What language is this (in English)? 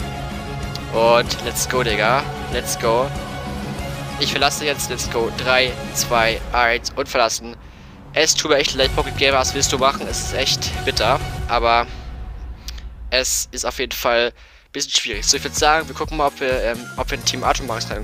German